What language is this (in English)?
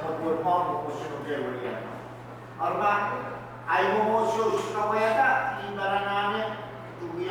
Pohnpeian